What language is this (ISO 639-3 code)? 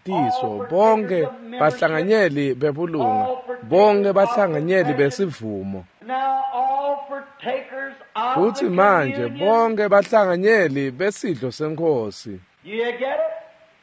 ssw